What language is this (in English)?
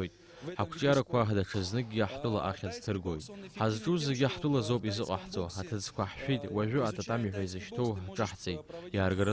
Abkhazian